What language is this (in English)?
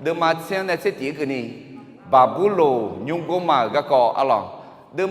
Akha